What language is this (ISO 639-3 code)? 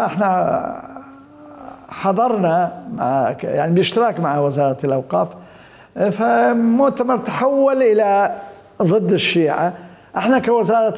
acm